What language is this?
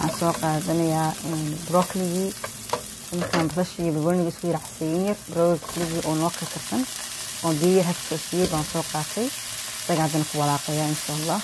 Somali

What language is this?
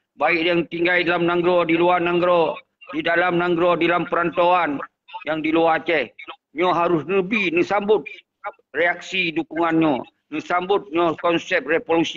Achinese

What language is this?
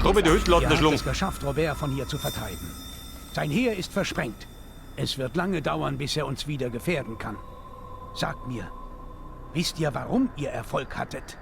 Bavarian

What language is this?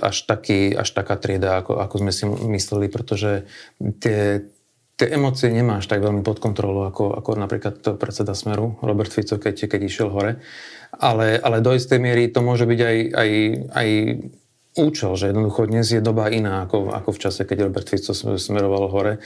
Slovak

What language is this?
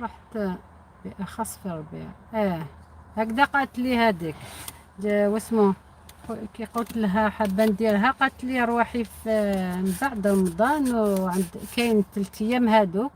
Algerian Arabic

